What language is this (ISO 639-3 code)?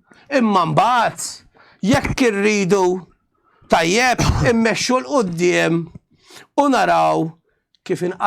mlt